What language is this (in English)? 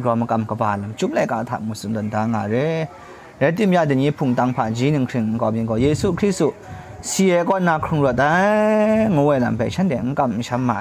Kachin